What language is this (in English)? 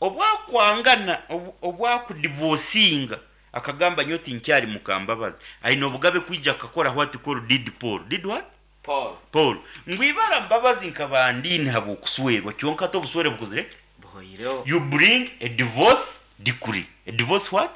Nyankole